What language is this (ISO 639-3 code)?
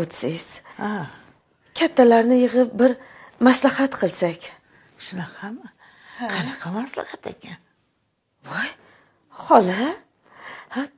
uzb